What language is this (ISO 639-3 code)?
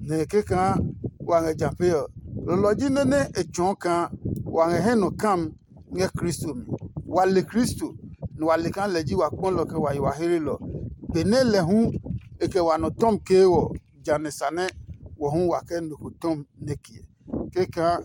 ada